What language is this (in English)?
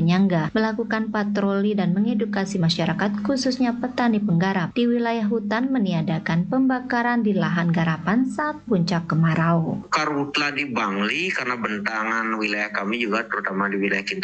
Indonesian